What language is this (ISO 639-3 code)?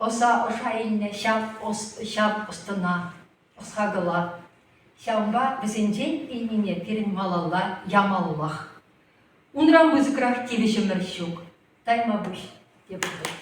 chv